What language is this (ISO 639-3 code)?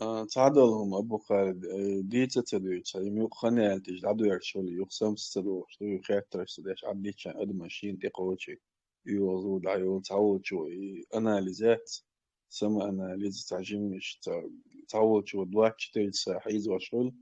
che